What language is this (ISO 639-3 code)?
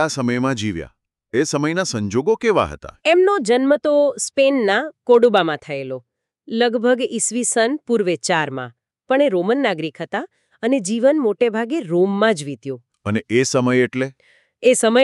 guj